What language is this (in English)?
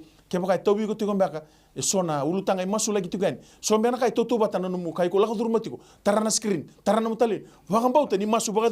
Fijian